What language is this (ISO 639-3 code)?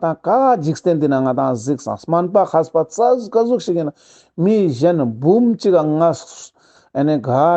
lbj